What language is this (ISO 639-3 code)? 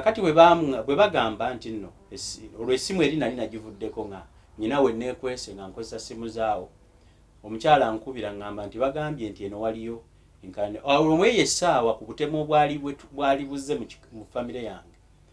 lug